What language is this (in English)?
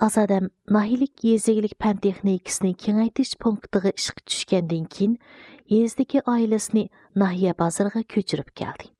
Uyghur